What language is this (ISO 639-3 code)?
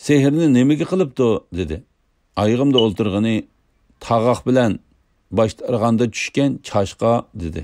uig